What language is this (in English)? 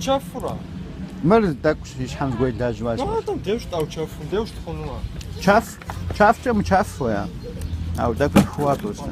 Kabardian